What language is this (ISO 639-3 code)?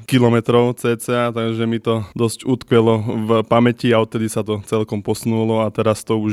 slk